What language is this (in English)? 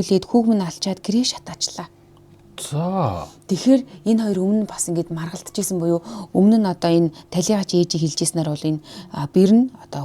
Mongolian